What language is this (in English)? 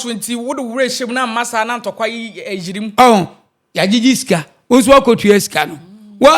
Akan